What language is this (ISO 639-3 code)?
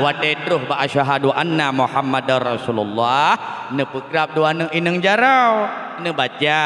ace